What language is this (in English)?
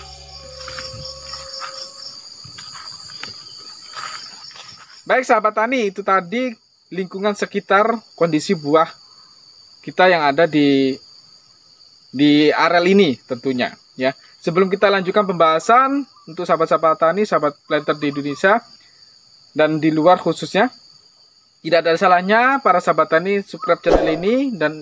Indonesian